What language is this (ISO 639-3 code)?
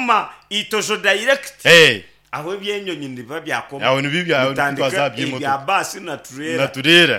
nyn